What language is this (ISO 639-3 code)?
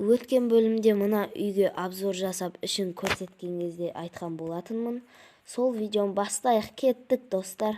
kaz